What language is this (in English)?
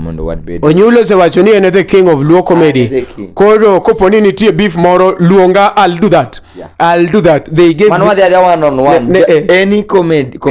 Luo (Kenya and Tanzania)